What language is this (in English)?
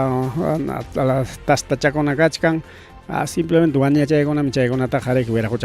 Ayacucho Quechua